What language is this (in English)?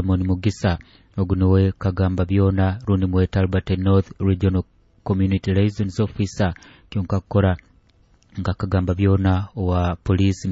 Nyoro